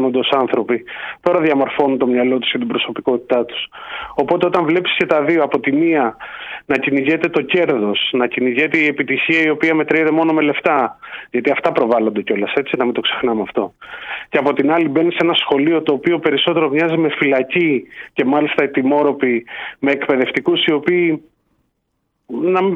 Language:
Greek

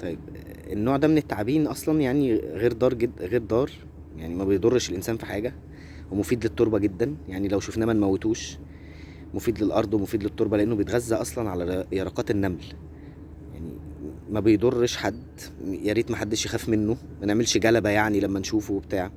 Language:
Egyptian Arabic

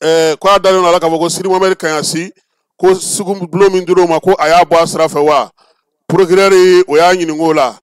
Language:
Bambara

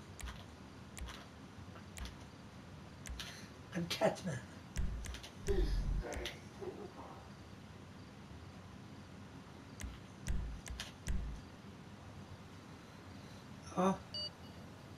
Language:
Swedish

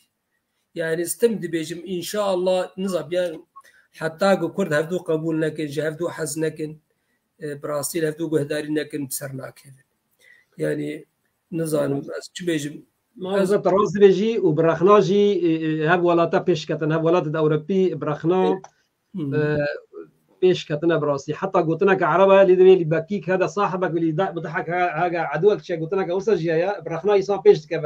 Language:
Kurdish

